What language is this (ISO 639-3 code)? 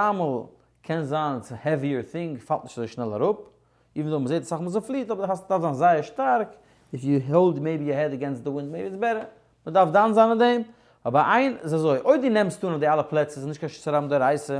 yid